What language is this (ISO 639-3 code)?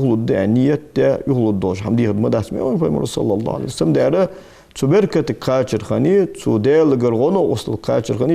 inh